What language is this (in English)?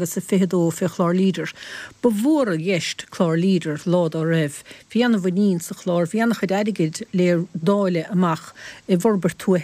Irish